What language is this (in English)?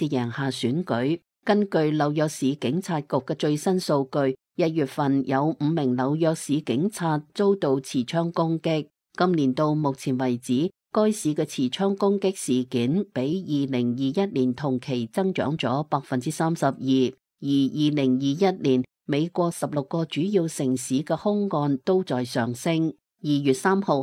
Cantonese